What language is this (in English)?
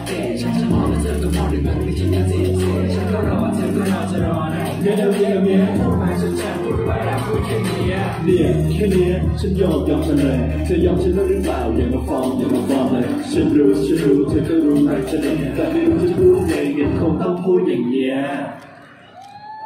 Thai